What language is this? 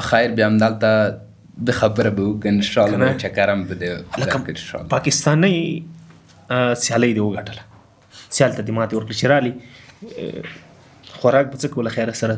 Pashto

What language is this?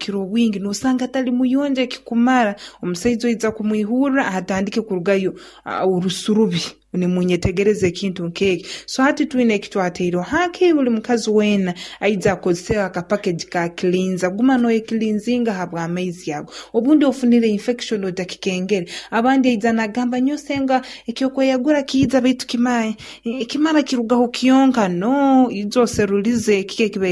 Nyoro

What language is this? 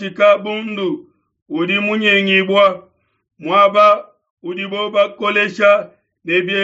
Luba-Lulua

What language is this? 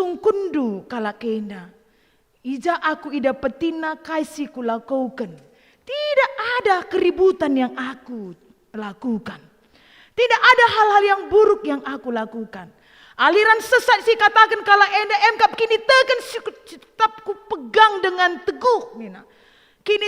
Batak Karo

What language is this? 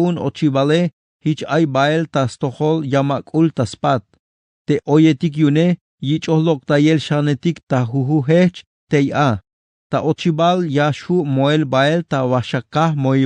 Tzeltal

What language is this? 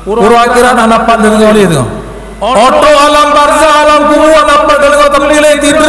Achinese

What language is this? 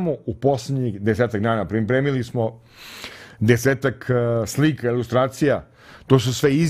Serbian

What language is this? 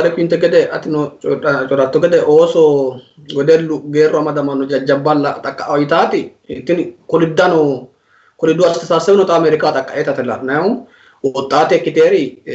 Sidamo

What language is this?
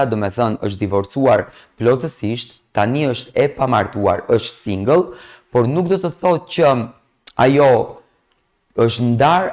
Albanian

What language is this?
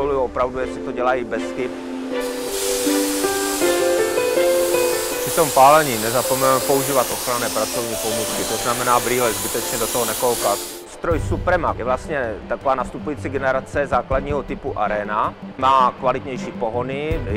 Czech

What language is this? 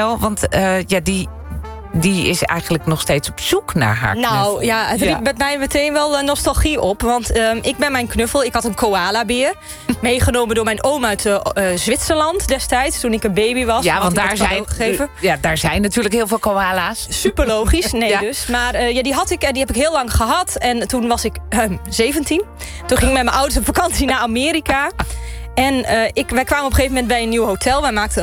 Dutch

